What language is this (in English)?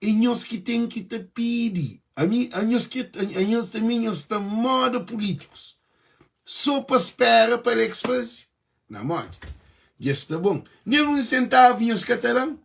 Kabuverdianu